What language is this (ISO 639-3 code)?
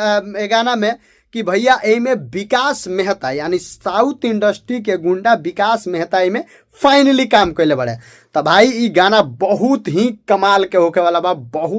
bho